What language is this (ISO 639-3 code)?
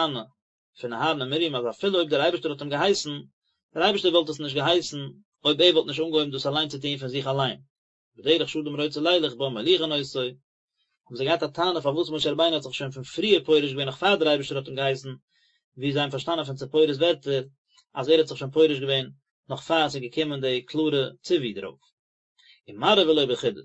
yid